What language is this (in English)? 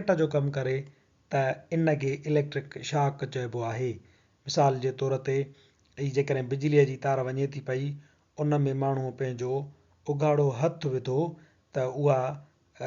Sindhi